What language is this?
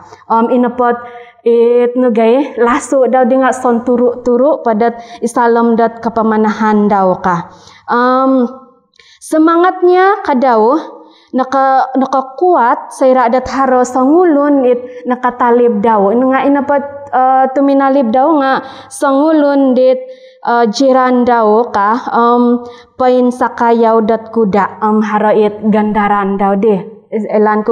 Central Dusun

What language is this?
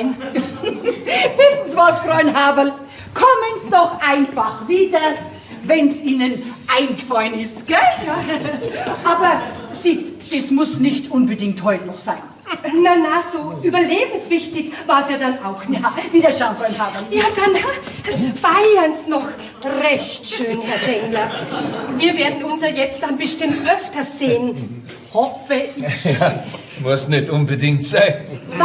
Bavarian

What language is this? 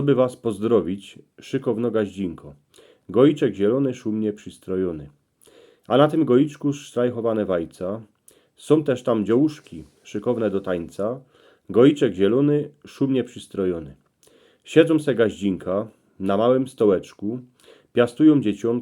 Silesian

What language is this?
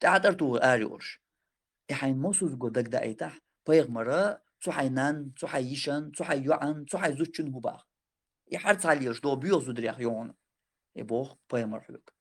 Chechen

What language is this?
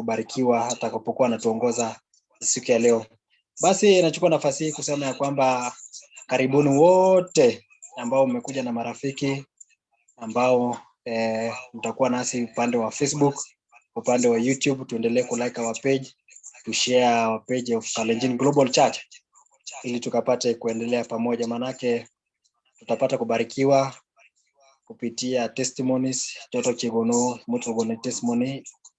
Kalenjin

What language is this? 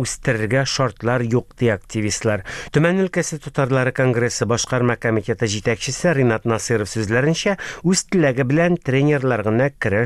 Tatar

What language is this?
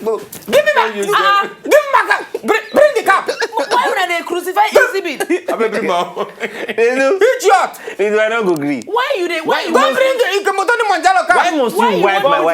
Nigerian Pidgin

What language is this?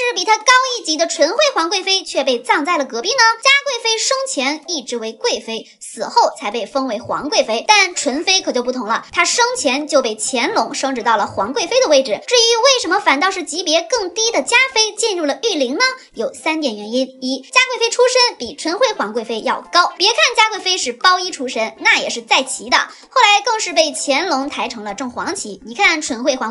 Chinese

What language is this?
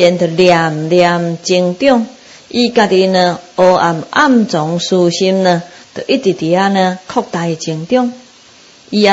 Min Nan Chinese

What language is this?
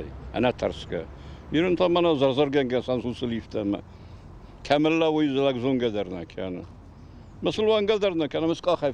Ossetic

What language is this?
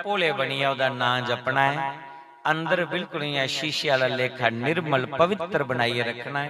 Dogri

